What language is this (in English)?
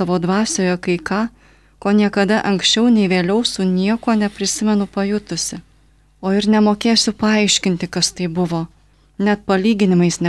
Lithuanian